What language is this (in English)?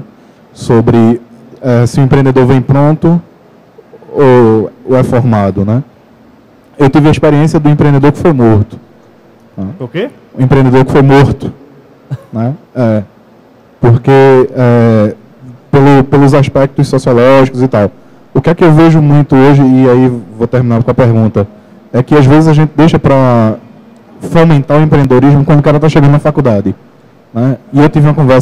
Portuguese